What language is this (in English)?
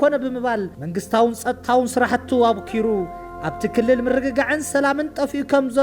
Tigrinya